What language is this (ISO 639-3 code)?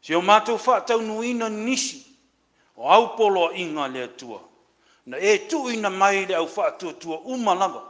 smo